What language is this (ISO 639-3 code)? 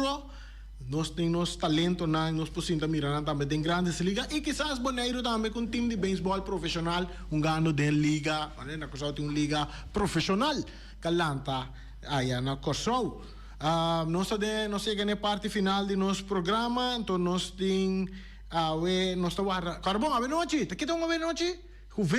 pap